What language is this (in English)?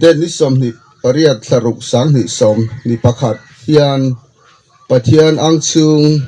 Hmar